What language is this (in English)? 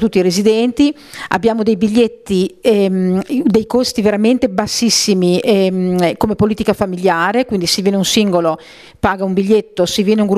Italian